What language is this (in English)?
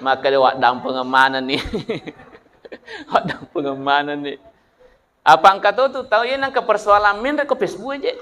Buginese